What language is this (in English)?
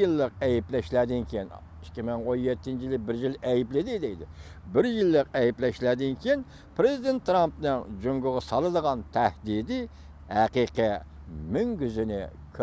Uyghur